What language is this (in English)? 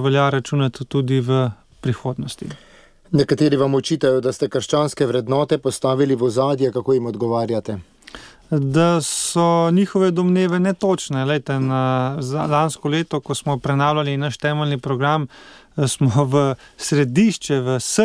Slovenian